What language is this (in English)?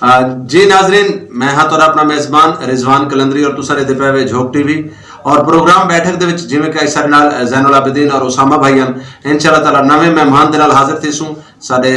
Saraiki